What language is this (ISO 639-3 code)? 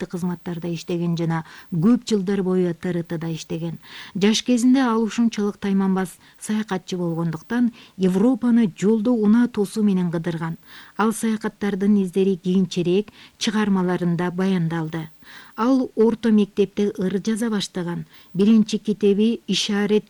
kir